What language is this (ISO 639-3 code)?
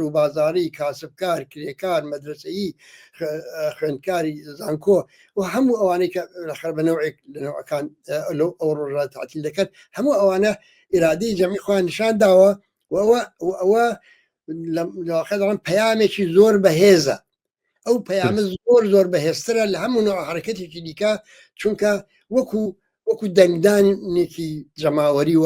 ckb